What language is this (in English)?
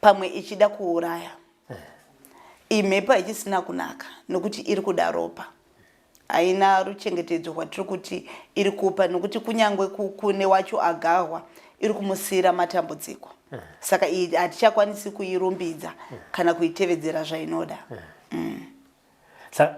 Shona